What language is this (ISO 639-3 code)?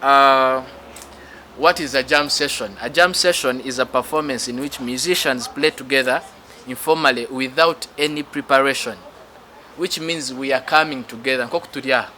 nyn